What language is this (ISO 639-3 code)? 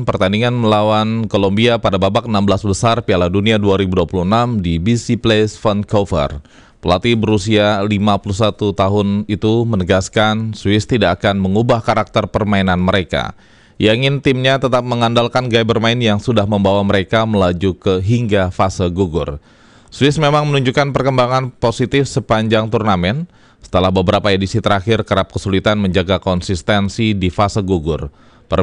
ind